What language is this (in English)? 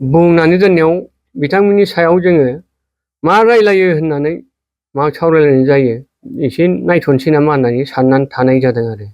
Bodo